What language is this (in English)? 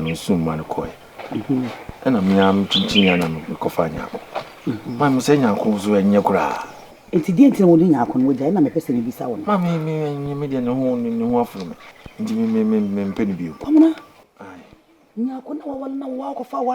Akan